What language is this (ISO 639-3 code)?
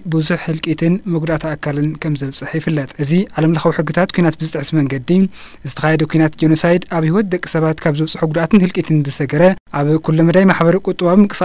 tir